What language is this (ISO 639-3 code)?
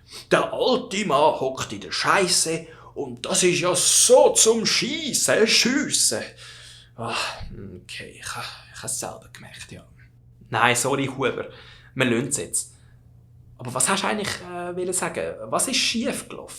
gsw